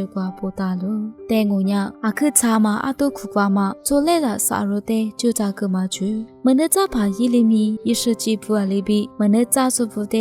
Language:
Lisu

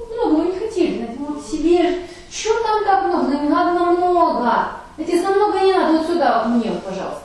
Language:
Russian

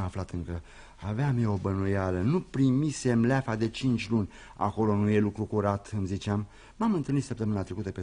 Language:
Romanian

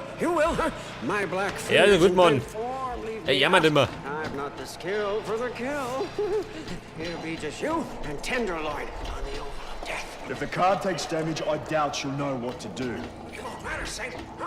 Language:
Bavarian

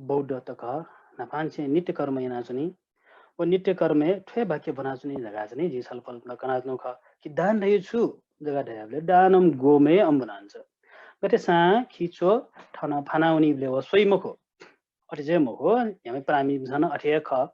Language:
Newari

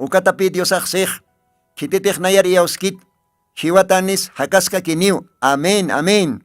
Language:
Aymara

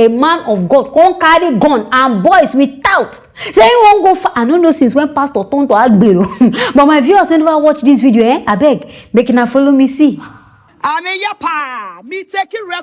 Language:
Nigerian Pidgin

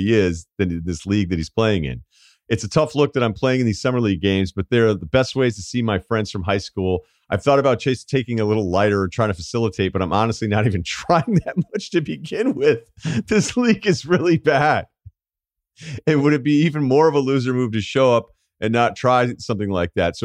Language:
English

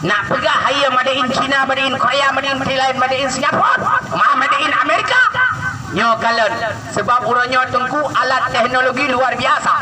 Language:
Achinese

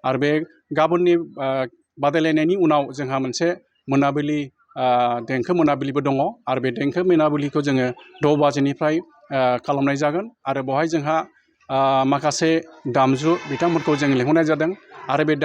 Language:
Bodo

